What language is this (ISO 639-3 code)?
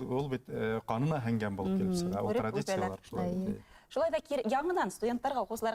bak